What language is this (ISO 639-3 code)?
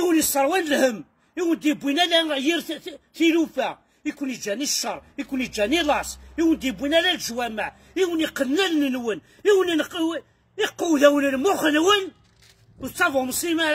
kab